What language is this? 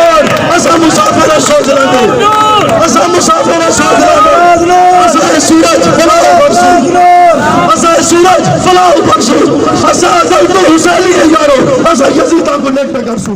Saraiki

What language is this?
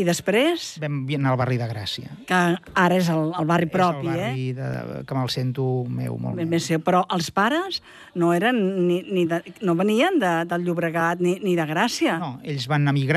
Catalan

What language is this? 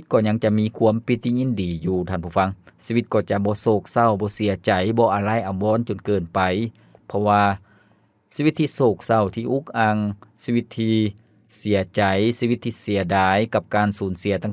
Lao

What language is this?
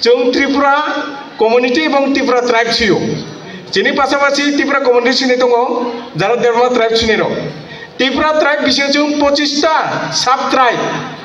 Kok Borok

